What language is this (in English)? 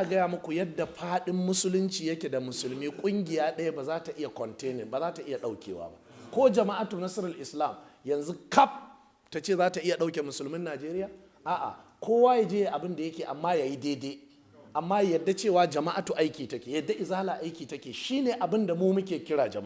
Hausa